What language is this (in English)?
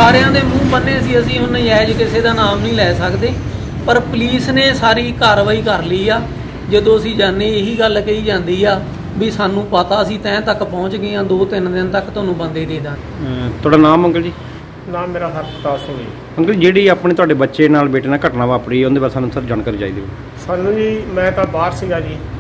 Punjabi